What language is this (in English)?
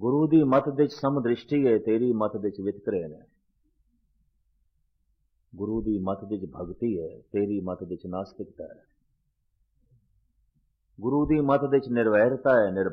Punjabi